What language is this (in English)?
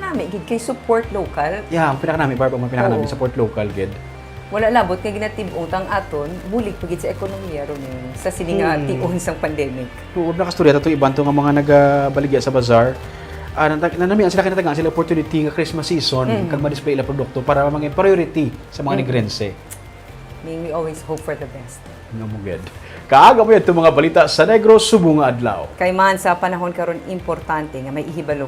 Hiligaynon